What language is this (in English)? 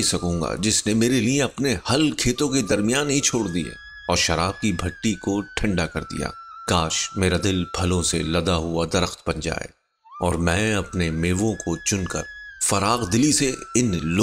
Urdu